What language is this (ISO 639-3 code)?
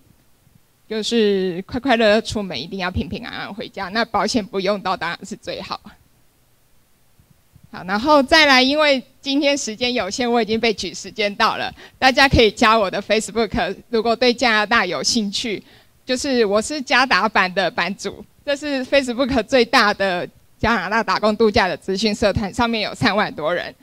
zho